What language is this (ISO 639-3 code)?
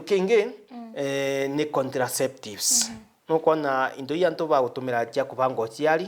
mer